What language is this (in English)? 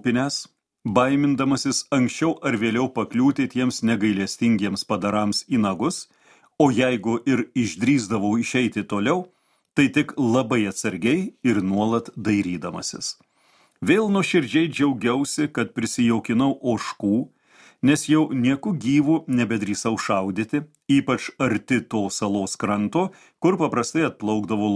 Lithuanian